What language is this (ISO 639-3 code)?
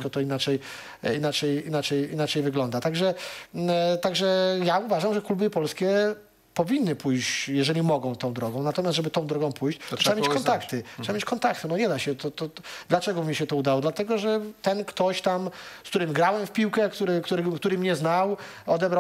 pol